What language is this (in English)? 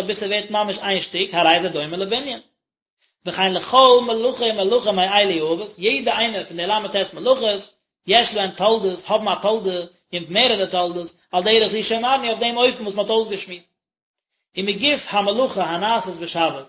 Yiddish